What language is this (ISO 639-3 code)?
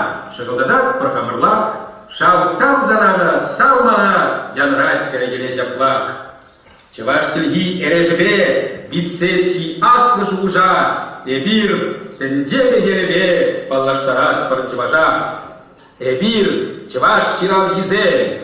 chv